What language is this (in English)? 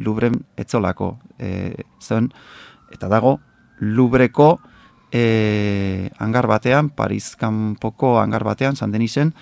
Basque